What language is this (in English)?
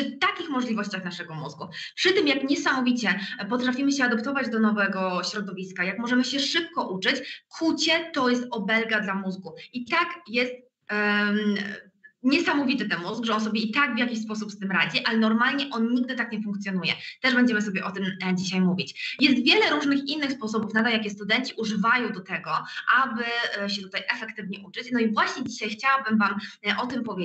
Polish